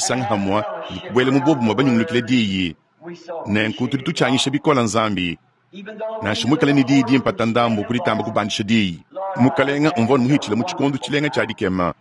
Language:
Luba-Lulua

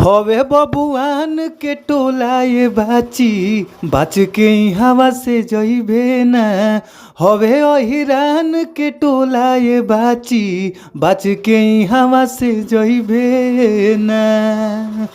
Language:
Bhojpuri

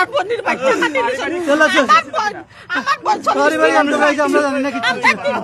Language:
Sylheti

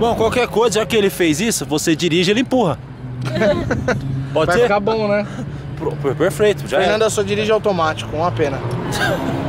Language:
Portuguese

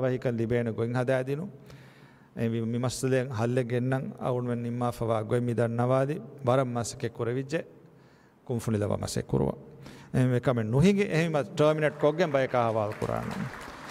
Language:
Divehi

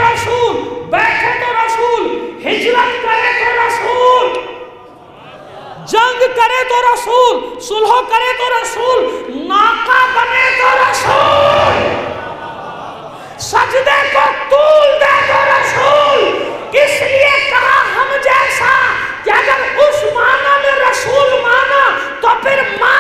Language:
Urdu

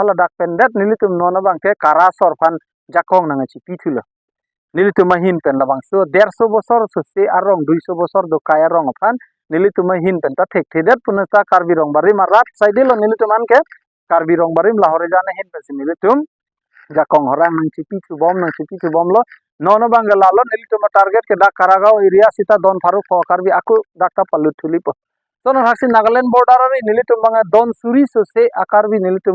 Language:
Karbi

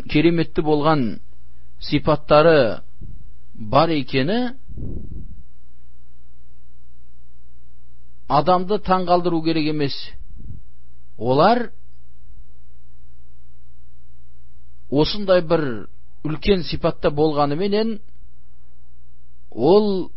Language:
Kazakh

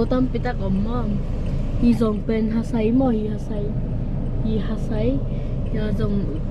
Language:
Tedim Chin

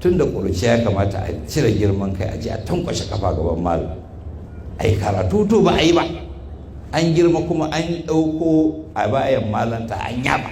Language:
Hausa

